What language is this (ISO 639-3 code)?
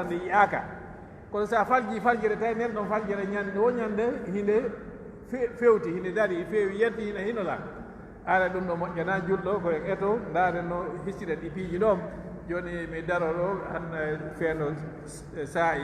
fuf